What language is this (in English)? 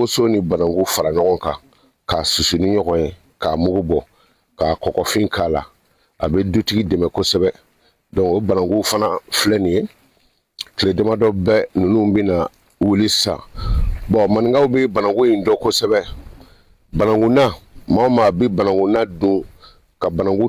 Bambara